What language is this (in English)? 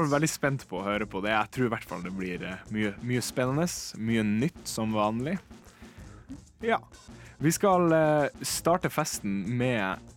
Norwegian